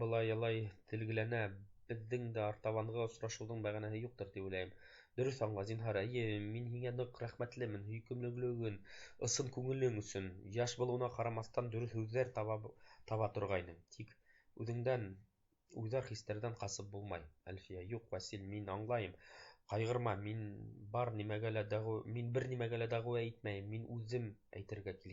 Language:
Bashkir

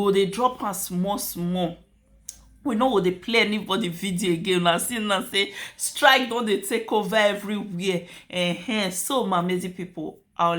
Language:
Nigerian Pidgin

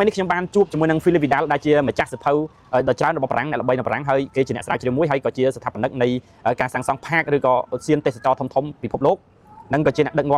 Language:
Khmer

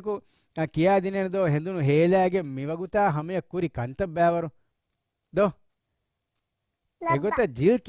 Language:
Divehi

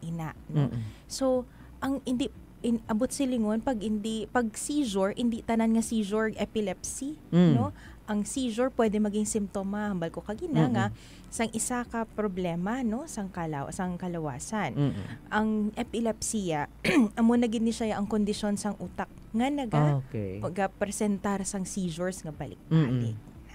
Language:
Hiligaynon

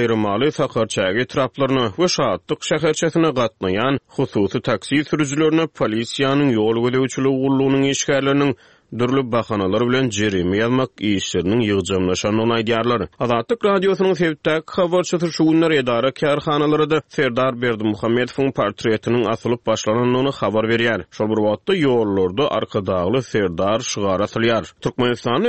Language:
Turkmen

